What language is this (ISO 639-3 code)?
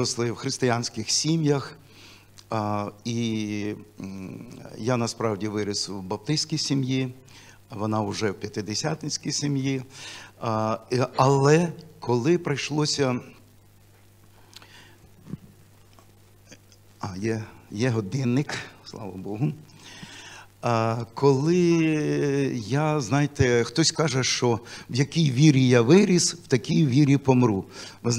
ukr